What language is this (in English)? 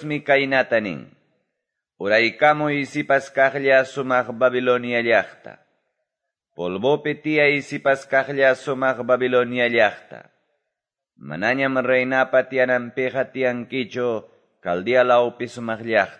Quechua